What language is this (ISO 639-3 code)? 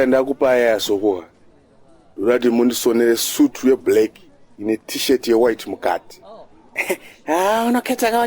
sna